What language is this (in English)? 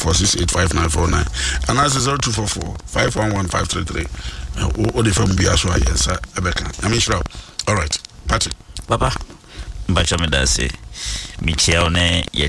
Akan